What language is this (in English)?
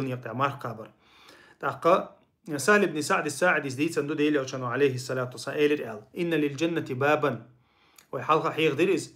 Chechen